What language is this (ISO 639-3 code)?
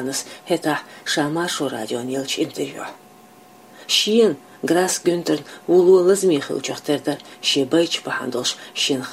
che